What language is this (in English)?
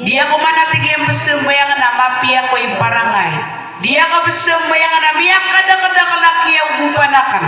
Maranao